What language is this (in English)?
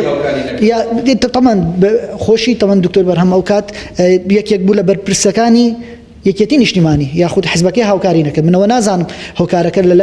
Central Kurdish